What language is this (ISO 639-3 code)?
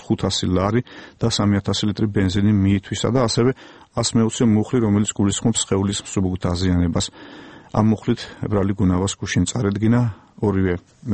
kat